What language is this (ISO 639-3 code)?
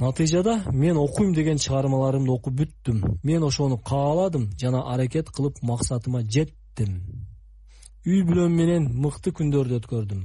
kir